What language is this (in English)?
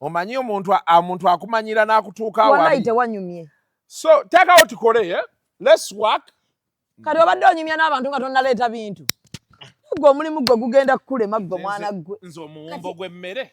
Ganda